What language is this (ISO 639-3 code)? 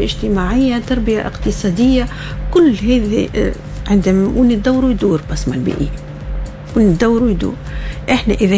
aeb